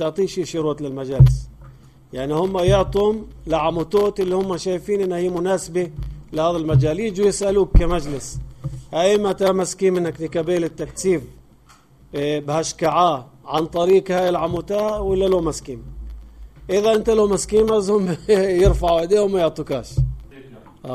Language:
North Levantine Arabic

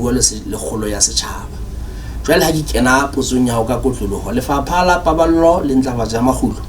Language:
Southern Sotho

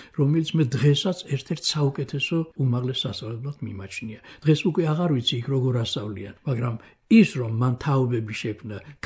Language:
Georgian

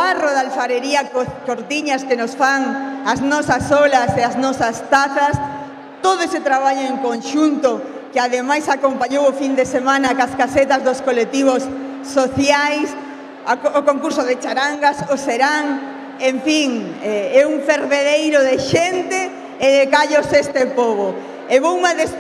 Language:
Galician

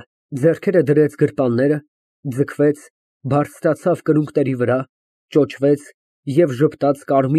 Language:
Armenian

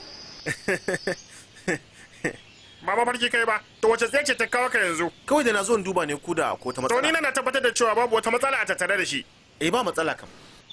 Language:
Hausa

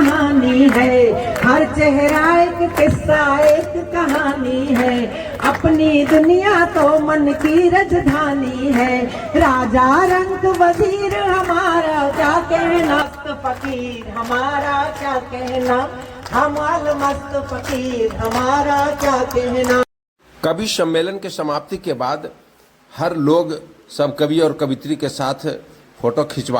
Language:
Magahi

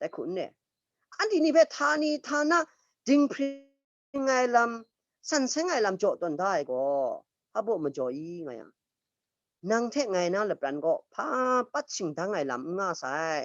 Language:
Kachin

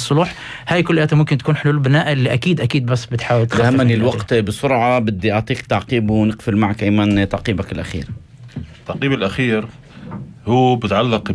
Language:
North Levantine Arabic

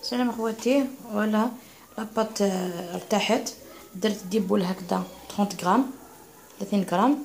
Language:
Algerian Arabic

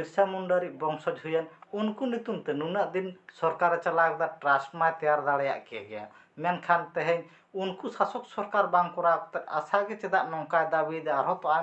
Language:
Santali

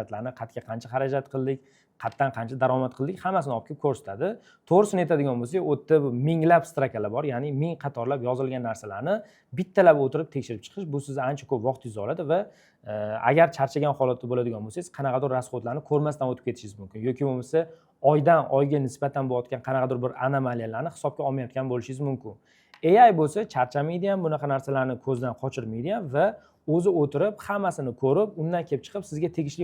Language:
Uzbek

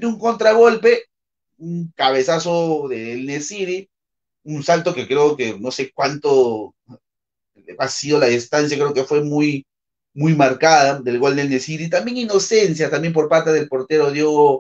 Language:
Spanish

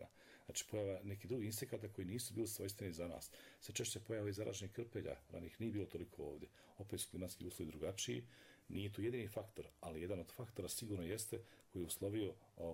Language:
Bosnian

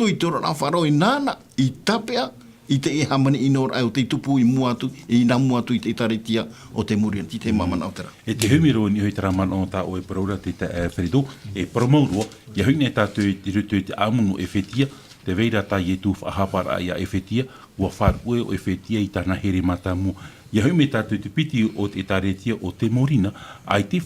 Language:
Tahitian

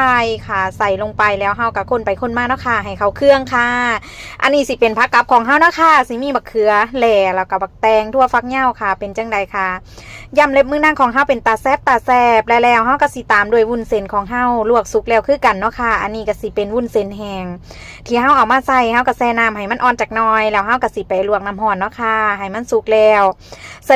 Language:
Northeastern Thai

